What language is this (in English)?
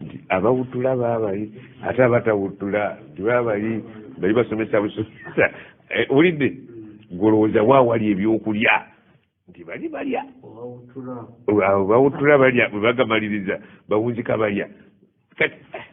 Ganda